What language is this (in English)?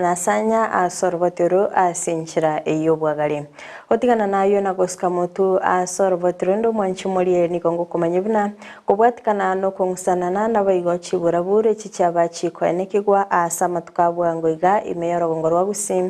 Gusii